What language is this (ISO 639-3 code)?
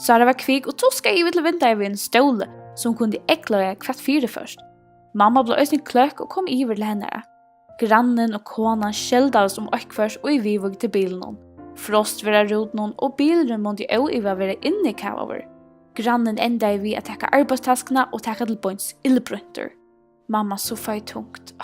fao